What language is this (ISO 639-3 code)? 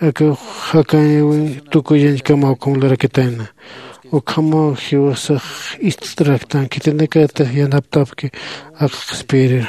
aym